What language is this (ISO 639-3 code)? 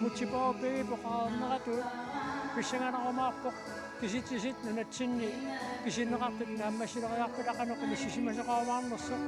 kal